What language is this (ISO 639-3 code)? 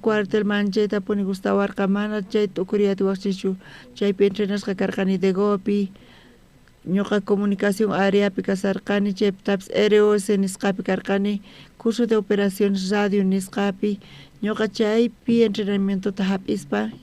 quh